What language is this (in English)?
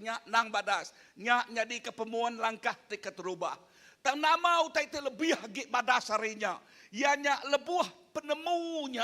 Iban